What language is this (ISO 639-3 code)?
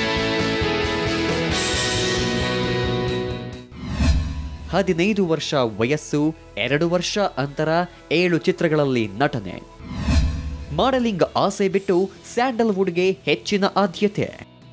kan